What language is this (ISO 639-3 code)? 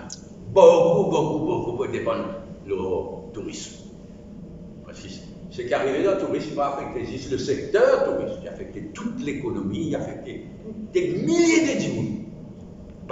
mfe